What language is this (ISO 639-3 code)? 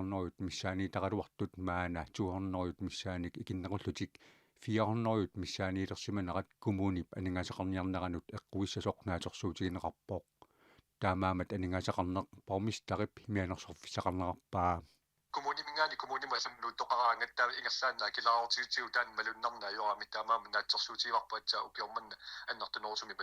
kal